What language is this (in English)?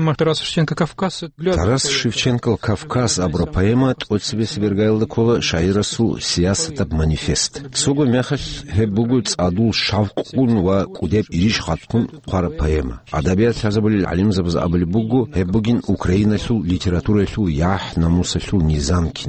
Avaric